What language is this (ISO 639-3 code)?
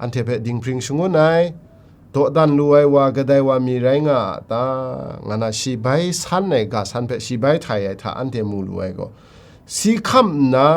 kac